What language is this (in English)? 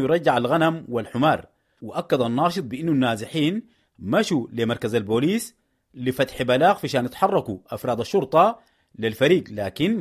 Sudanese Arabic